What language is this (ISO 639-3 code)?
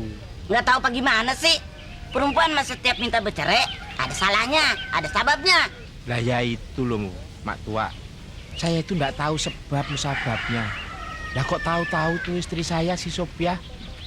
bew